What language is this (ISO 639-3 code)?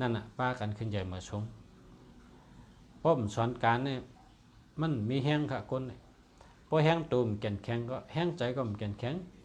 shn